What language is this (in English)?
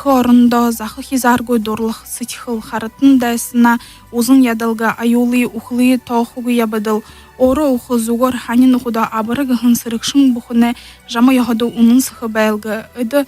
Buriat